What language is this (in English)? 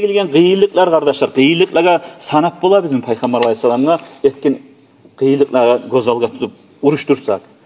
Kumyk